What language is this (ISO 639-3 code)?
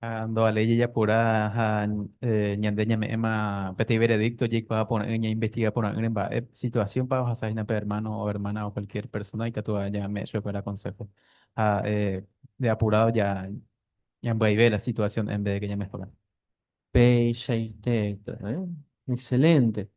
grn